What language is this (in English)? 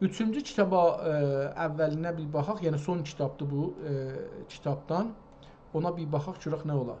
South Azerbaijani